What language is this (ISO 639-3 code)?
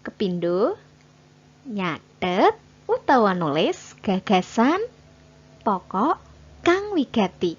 jav